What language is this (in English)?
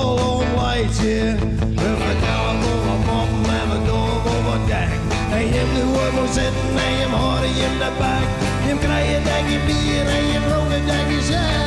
Western Frisian